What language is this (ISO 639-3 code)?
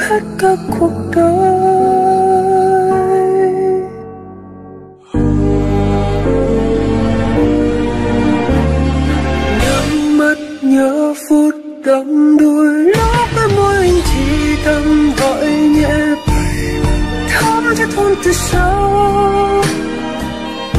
vie